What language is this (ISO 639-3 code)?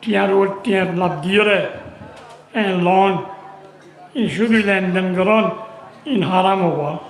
rhg